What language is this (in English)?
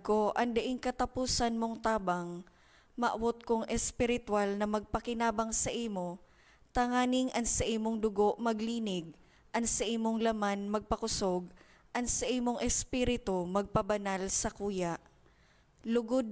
Bikol